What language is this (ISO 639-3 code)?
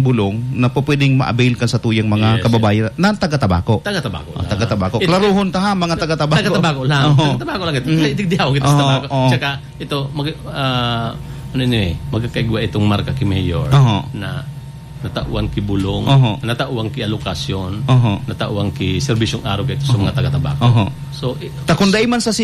bik